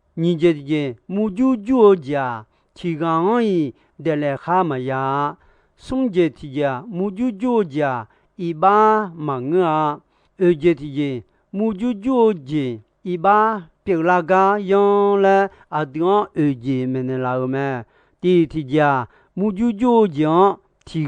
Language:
Akha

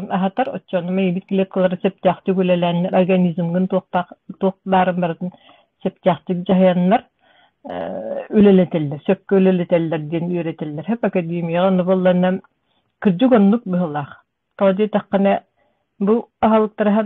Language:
Yakut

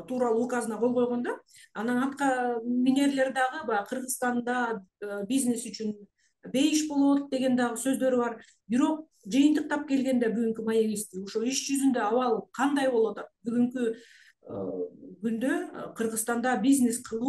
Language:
Kyrgyz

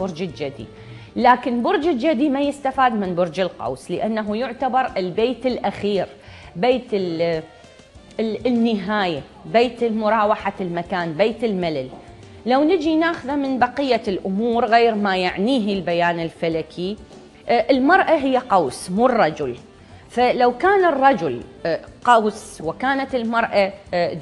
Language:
Mesopotamian Arabic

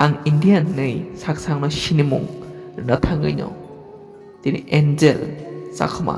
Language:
Kok Borok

